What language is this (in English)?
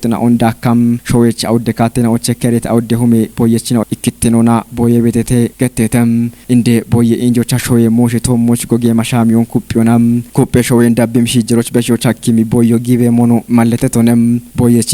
Kafa